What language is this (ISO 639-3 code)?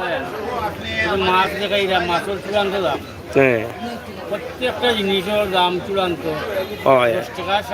syl